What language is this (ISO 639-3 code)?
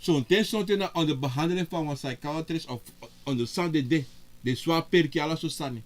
srn